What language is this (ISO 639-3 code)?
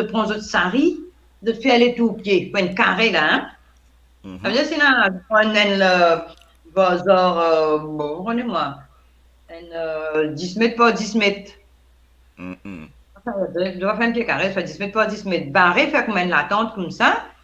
mfe